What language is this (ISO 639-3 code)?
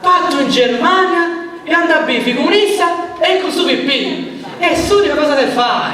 srd